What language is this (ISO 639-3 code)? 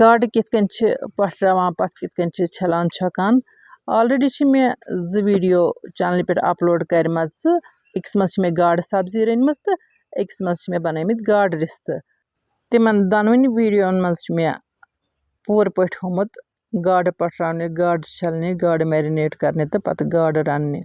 kas